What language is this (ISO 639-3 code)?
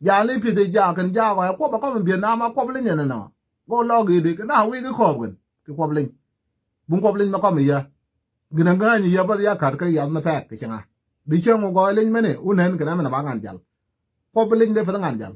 nus